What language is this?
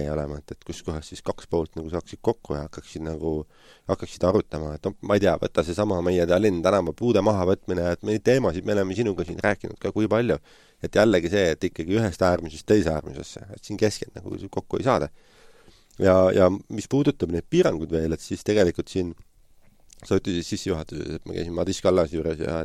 Estonian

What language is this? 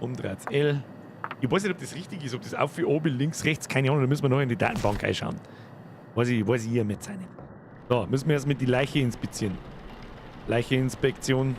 Bavarian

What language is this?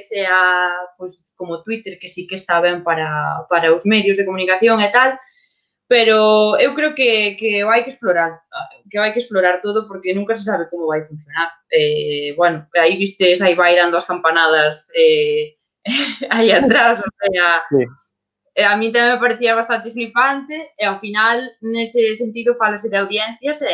Galician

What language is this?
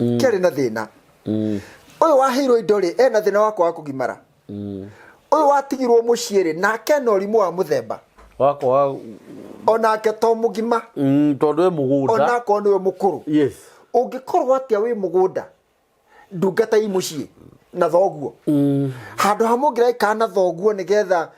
Kikuyu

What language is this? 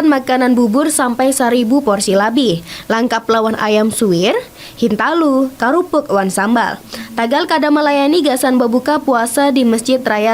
Banjar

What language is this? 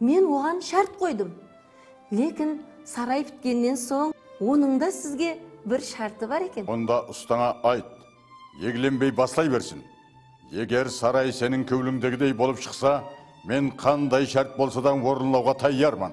Kara-Kalpak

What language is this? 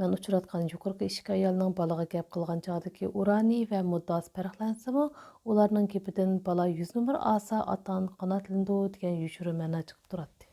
Uyghur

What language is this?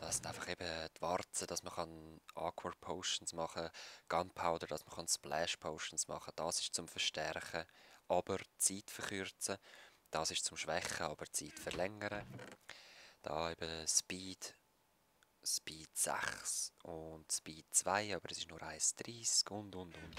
Swiss German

